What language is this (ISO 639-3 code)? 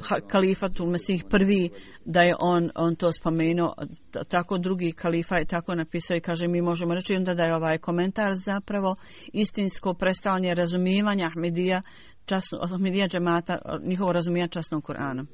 bos